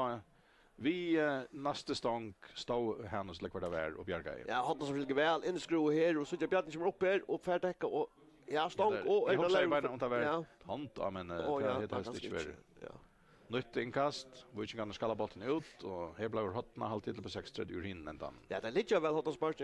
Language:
Faroese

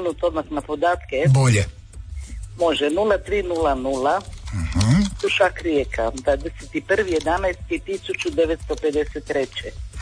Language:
Croatian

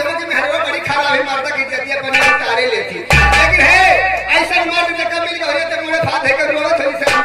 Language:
Bhojpuri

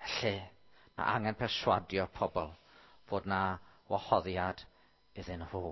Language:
Welsh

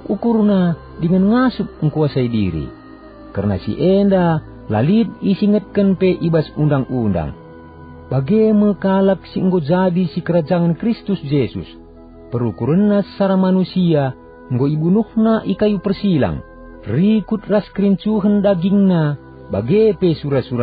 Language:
Batak Karo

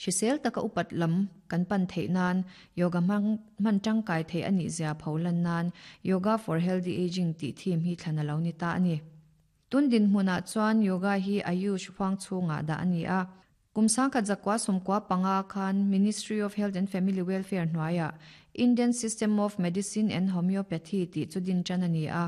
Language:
Mizo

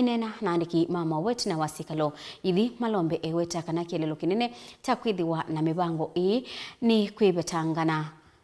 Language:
Kamba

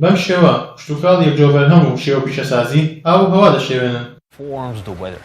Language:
Central Kurdish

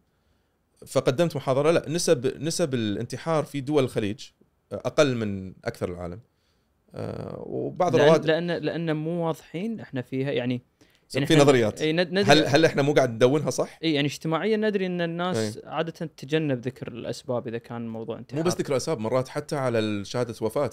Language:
Gulf Arabic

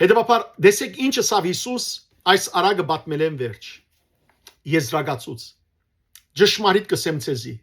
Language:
Western Armenian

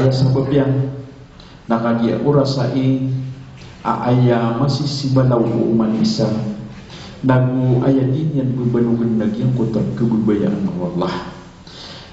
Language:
Maranao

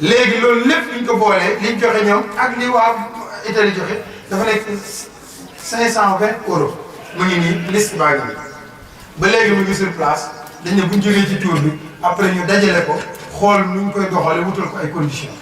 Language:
Wolof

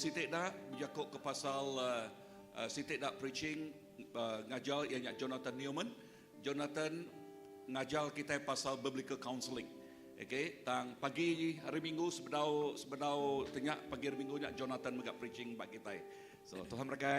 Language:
Iban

